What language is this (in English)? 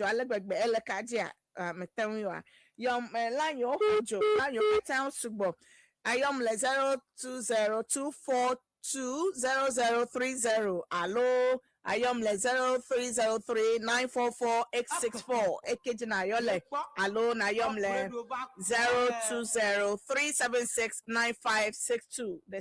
Ewe